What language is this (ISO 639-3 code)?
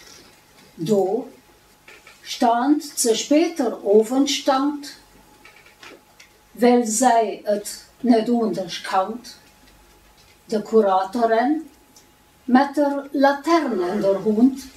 deu